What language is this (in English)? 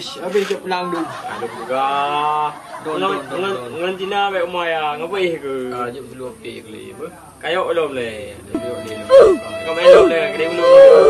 Achinese